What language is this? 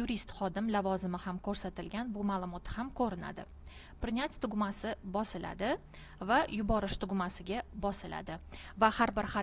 Uzbek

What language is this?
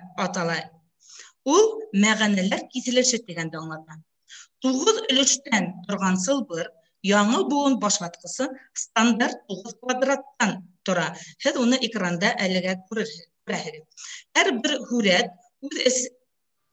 Bashkir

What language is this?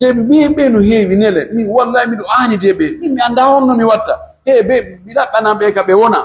Pular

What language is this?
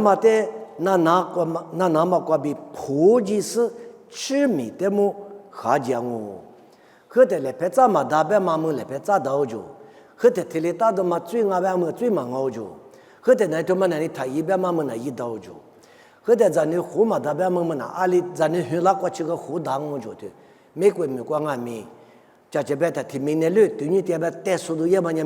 Lisu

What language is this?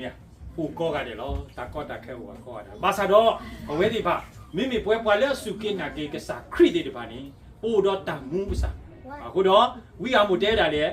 S'gaw Karen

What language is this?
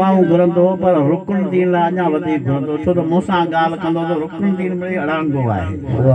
Sindhi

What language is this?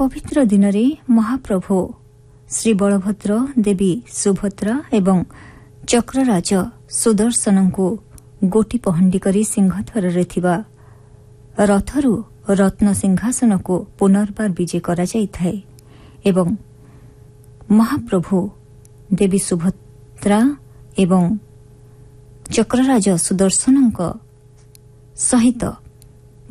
Odia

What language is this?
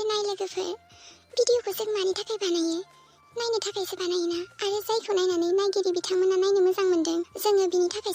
Bodo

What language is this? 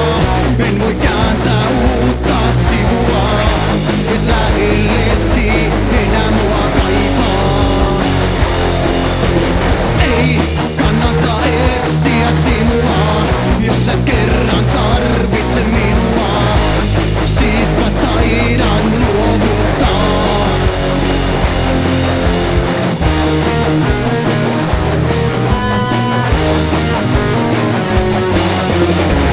Finnish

